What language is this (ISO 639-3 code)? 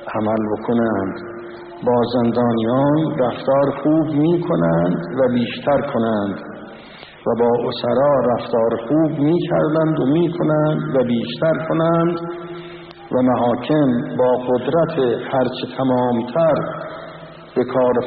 fas